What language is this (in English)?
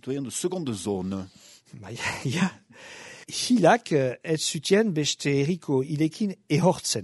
Basque